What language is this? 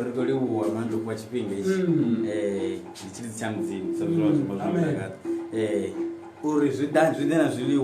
Venda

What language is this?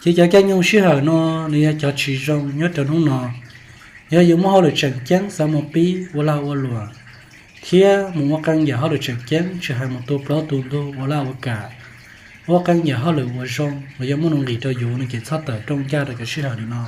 Hmong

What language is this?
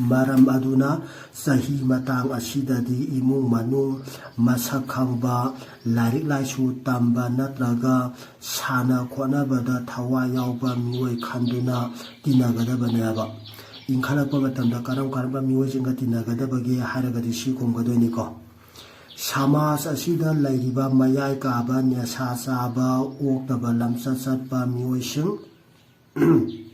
Manipuri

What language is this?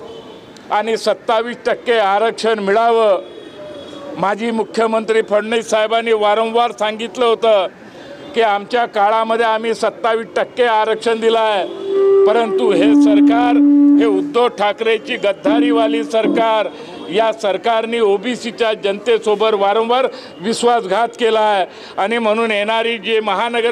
Marathi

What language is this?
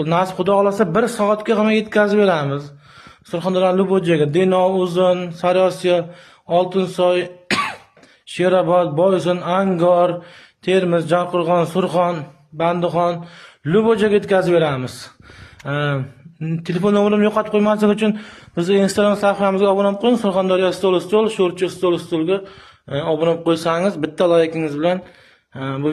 Uzbek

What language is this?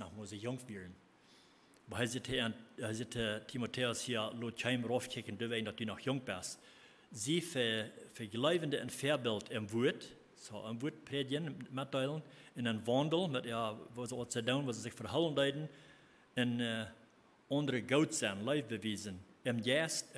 Plautdietsch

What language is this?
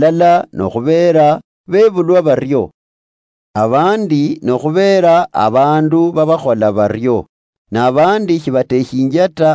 Luyia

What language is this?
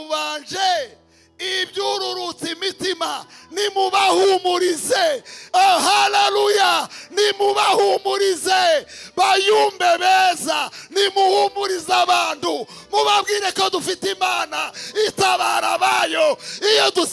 Kinyarwanda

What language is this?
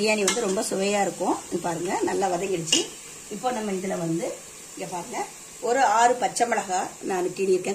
Tamil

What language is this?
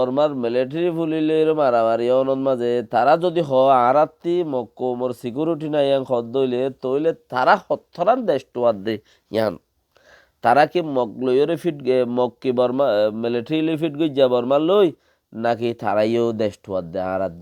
Rohingya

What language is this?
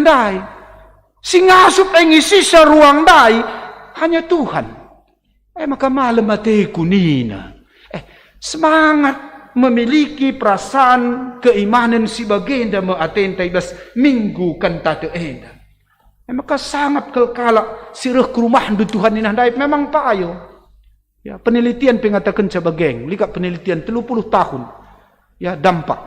Batak Karo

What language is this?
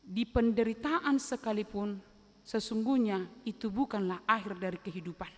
Batak Toba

